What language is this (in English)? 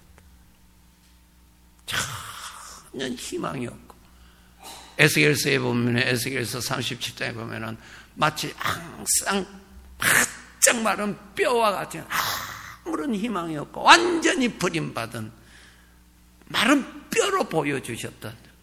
Korean